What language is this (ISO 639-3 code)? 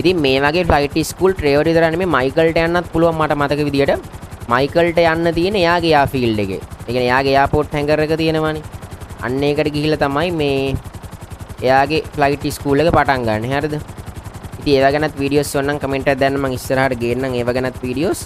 sin